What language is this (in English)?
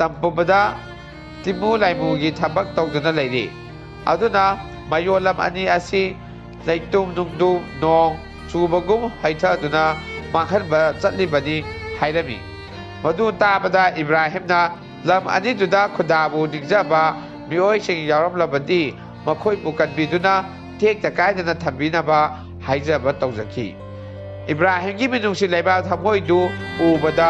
Manipuri